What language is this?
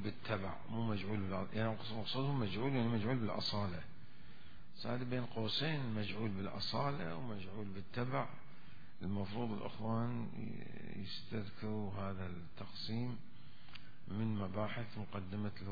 Mesopotamian Arabic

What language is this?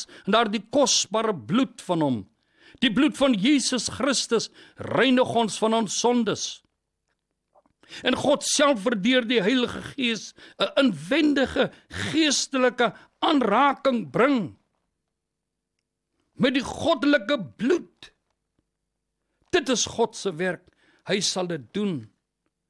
Afrikaans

